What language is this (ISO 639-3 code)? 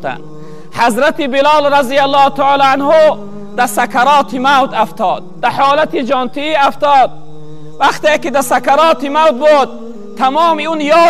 tgk